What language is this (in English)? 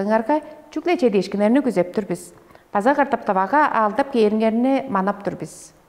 Tuvinian